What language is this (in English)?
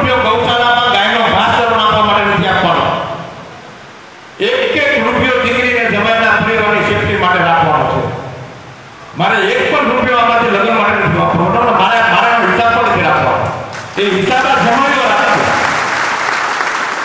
Gujarati